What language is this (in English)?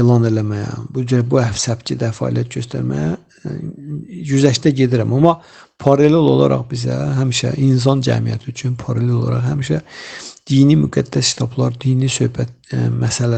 Azerbaijani